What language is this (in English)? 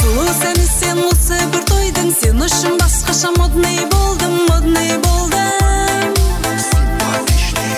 Kara-Kalpak